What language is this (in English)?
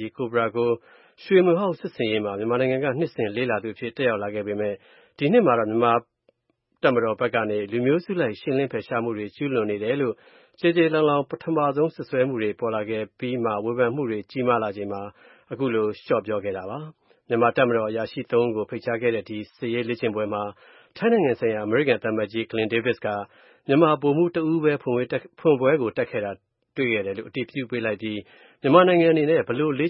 Burmese